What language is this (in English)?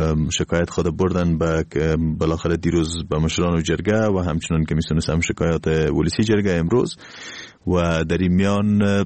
Persian